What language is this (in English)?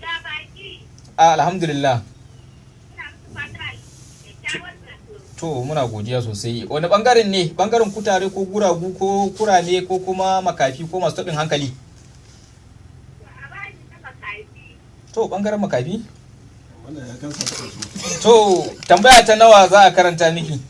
Hausa